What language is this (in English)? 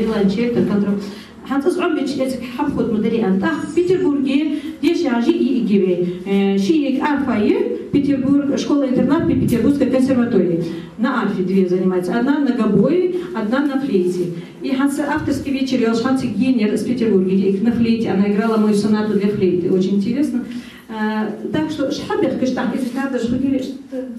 Ingush